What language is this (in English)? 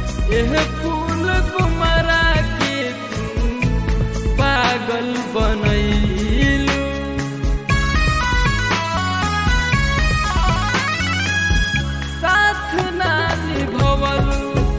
Bhojpuri